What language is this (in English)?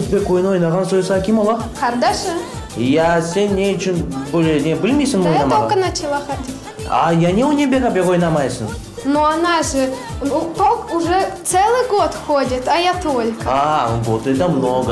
Crimean Tatar